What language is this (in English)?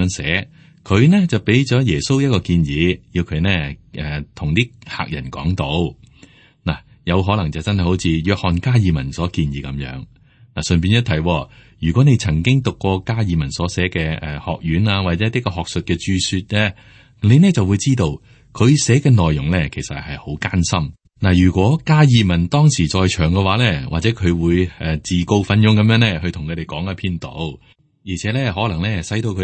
Cantonese